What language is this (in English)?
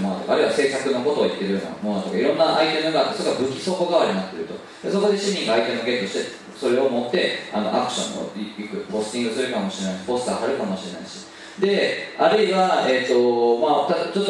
Japanese